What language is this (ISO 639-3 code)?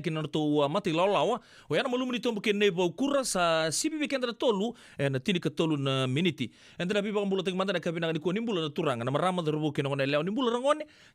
fij